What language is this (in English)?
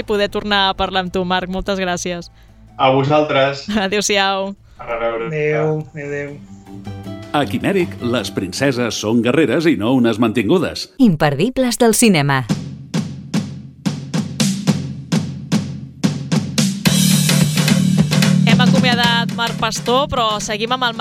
Catalan